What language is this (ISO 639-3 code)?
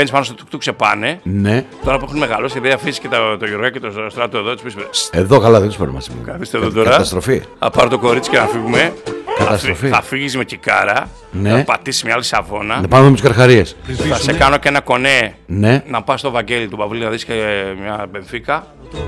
ell